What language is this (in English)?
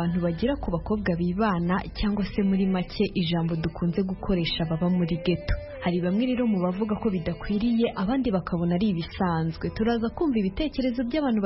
Kinyarwanda